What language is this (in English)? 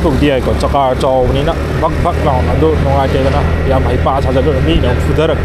Manipuri